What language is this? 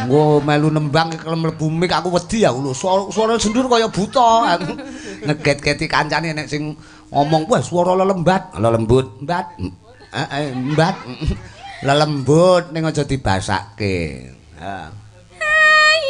Javanese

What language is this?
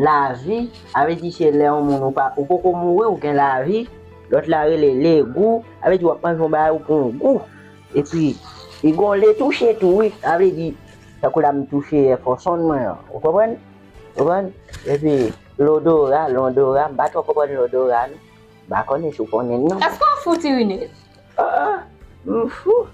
Haitian Creole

